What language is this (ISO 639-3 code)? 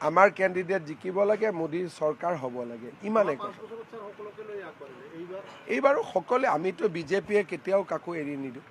asm